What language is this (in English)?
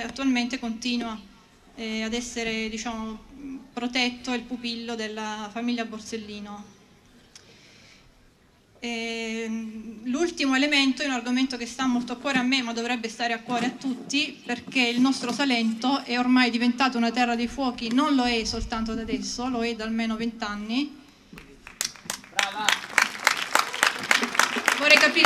Italian